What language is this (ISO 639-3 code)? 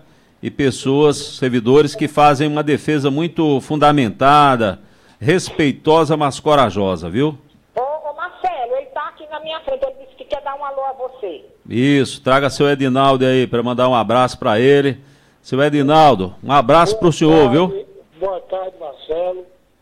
por